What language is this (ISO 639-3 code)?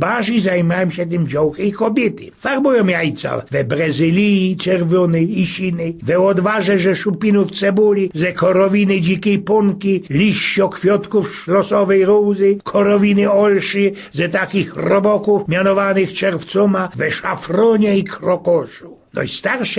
szl